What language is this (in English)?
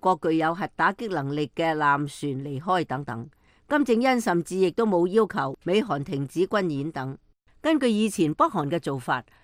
Cantonese